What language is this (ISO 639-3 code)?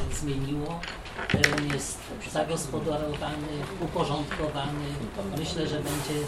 pol